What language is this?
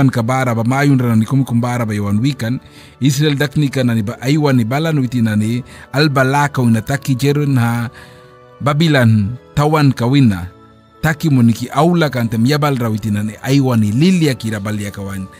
Mískito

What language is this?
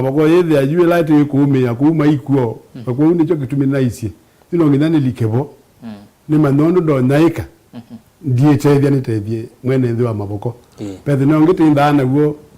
Kamba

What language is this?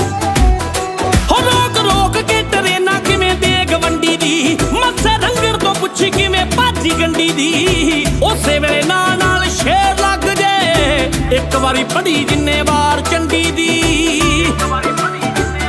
Punjabi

